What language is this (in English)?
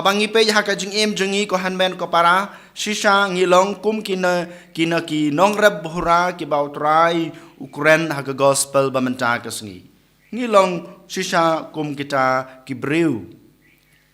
Khasi